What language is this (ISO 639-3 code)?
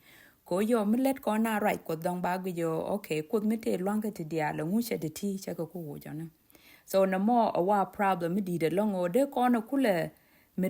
nus